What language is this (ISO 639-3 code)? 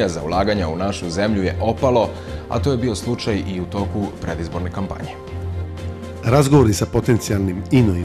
srp